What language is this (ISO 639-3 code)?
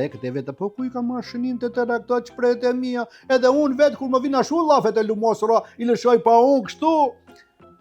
sqi